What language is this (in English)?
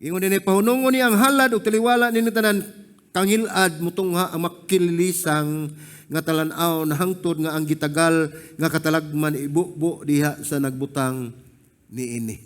Cebuano